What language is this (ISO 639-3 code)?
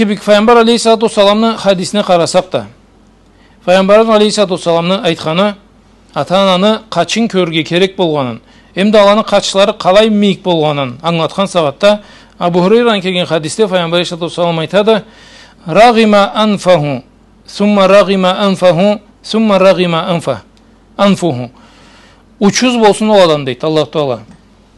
krc